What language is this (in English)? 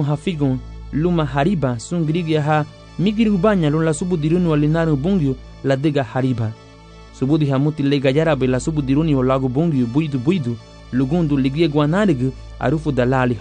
Garifuna